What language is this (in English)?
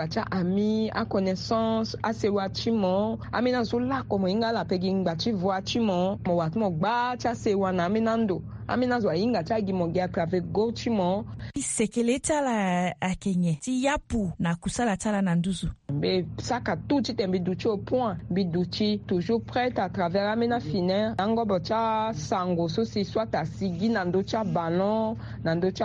Sango